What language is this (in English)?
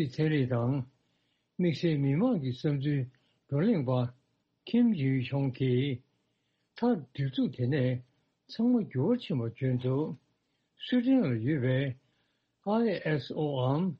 Tibetan